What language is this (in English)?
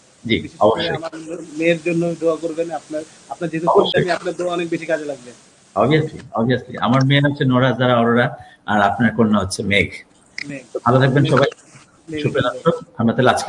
Bangla